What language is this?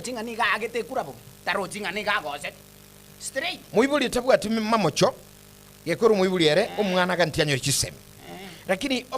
Gusii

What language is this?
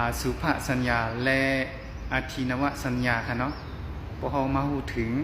Shan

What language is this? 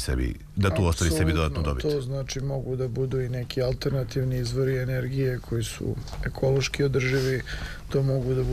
Serbian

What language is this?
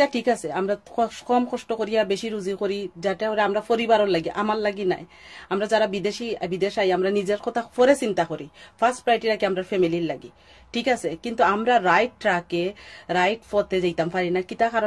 Sylheti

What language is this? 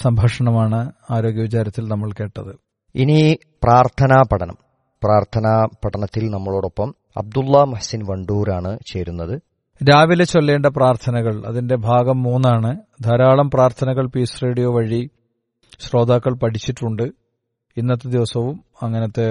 Malayalam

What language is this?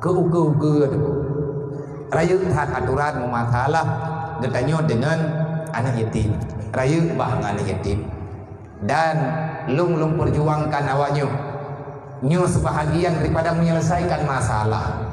Achinese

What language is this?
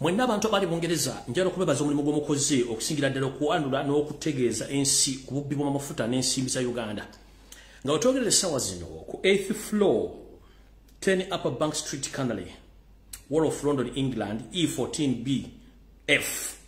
Ganda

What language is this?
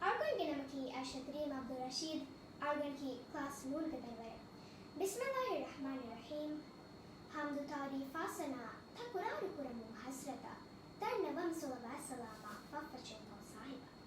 Divehi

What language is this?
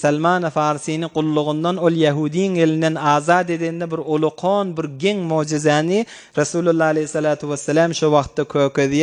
Turkmen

